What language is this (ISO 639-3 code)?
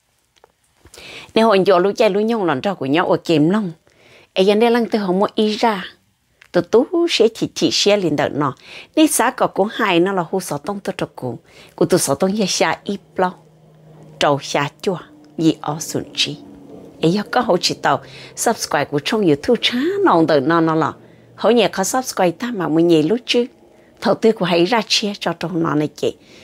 vie